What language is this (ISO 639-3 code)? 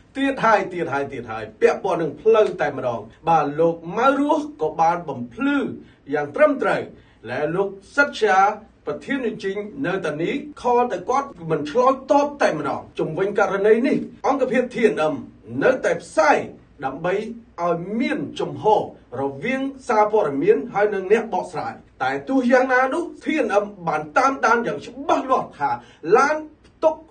khm